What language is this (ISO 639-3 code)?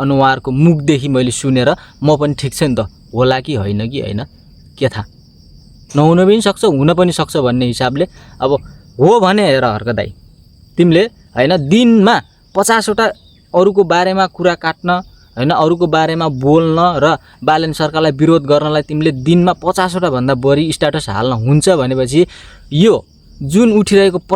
nep